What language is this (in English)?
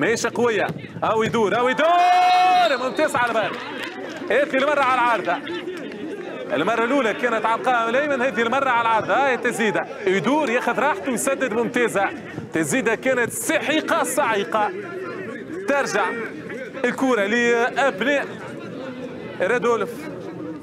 Tunisian Arabic